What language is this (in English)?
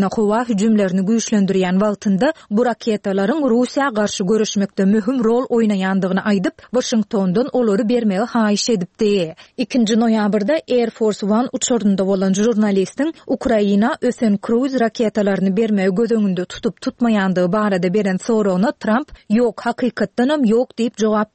Turkmen